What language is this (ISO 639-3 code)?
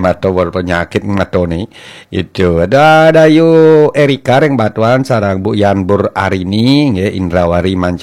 ban